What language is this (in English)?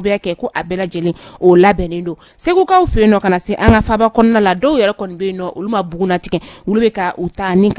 Bambara